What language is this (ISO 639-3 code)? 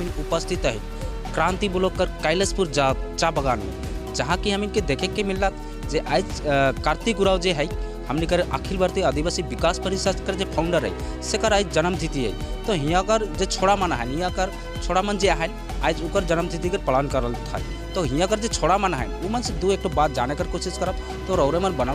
sck